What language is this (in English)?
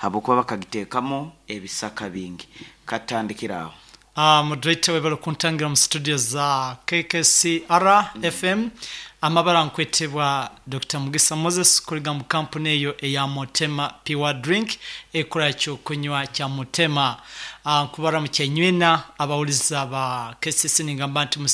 Nyankole